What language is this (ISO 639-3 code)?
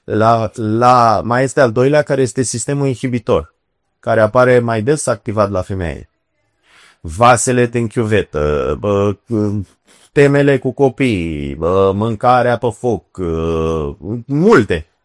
ron